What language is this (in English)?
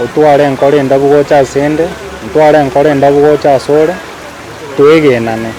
Gusii